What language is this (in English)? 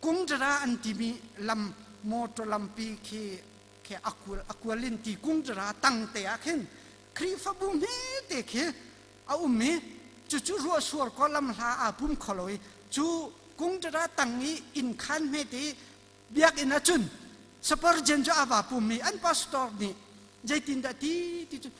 Hakha Chin